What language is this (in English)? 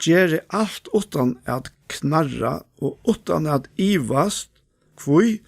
Faroese